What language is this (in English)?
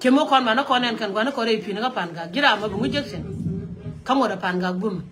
Nuer